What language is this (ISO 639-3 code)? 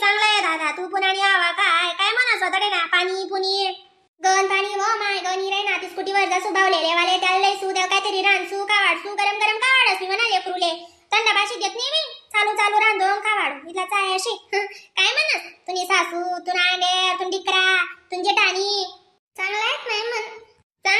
khn